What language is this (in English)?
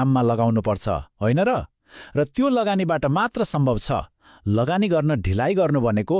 Nepali